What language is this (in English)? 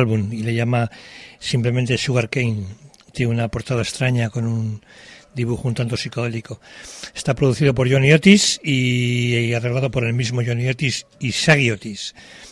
Spanish